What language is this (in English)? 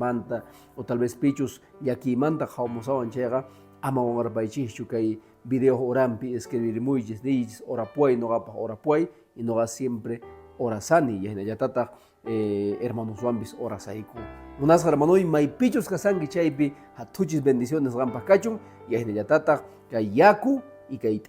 Quechua